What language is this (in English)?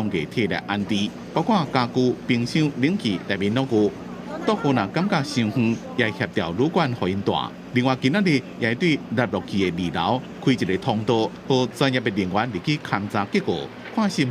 Min Nan Chinese